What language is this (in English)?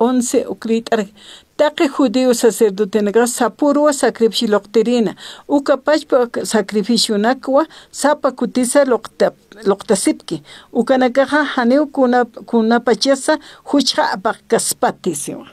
Aymara